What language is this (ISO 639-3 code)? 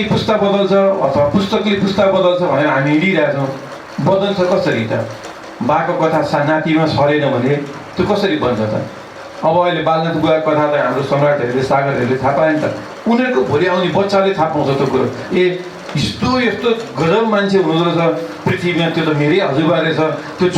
nep